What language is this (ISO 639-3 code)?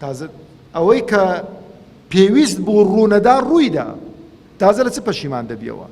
ckb